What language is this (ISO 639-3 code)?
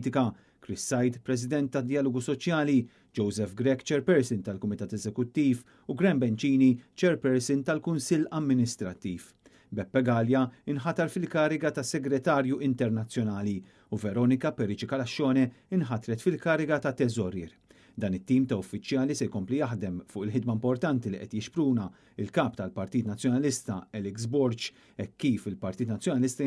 mlt